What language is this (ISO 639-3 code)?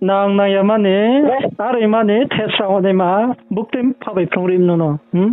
ria